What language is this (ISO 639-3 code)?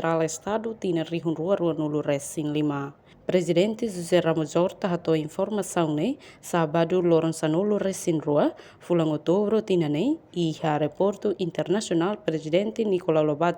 tet